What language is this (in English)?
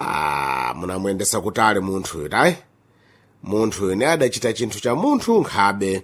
Sena